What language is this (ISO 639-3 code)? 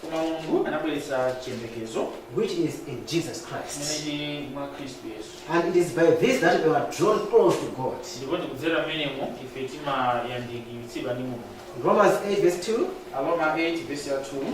nya